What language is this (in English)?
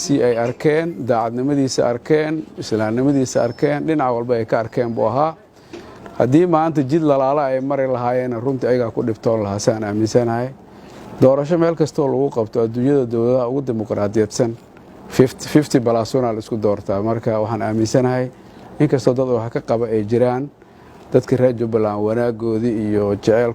Somali